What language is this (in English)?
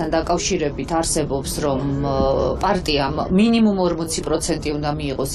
Georgian